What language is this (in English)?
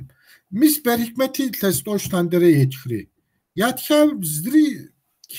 Kabardian